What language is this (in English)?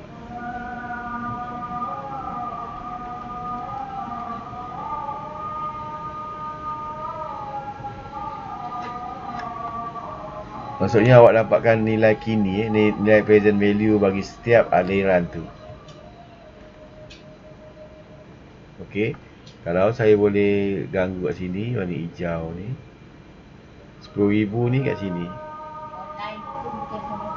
Malay